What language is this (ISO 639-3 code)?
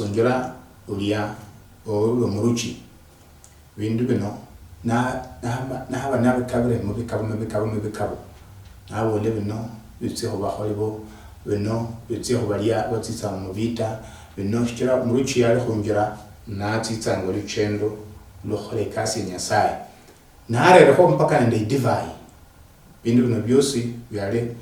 luy